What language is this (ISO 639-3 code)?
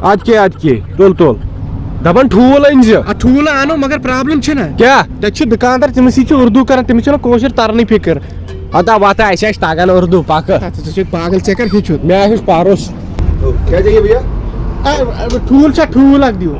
kas